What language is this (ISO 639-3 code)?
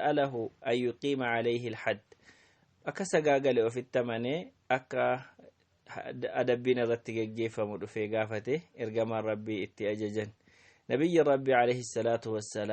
orm